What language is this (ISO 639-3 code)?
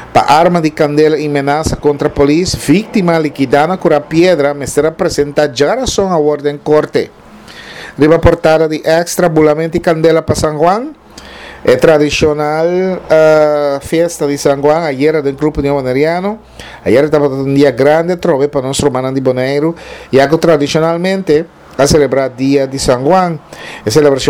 pap